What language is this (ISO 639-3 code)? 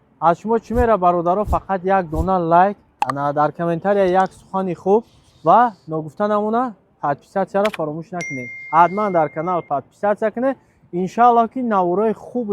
tgk